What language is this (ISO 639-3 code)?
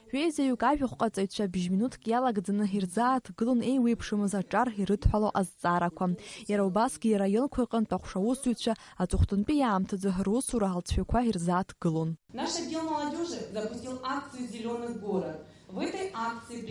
abk